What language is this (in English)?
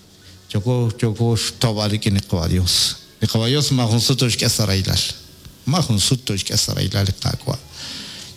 Kekchí